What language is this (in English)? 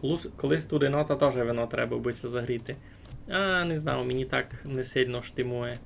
Rusyn